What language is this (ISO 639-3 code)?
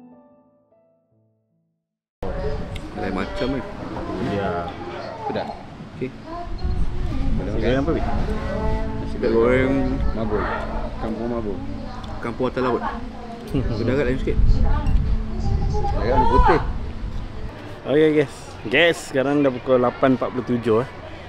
msa